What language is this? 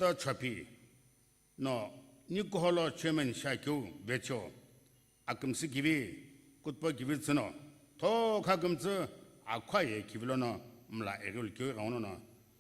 Sumi Naga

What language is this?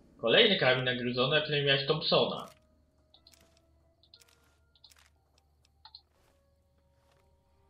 Polish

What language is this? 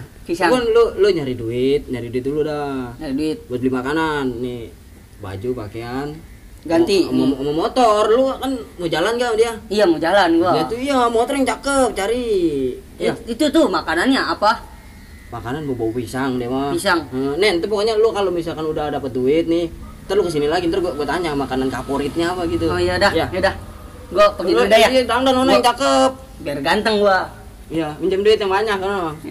Betawi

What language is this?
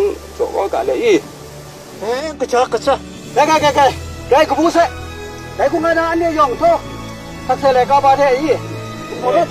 Kachin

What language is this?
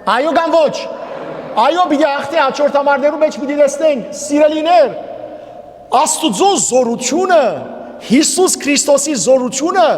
Western Armenian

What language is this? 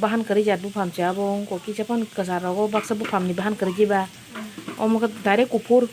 Kok Borok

